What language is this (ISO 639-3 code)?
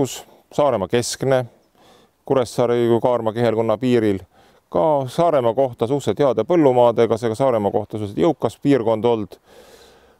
est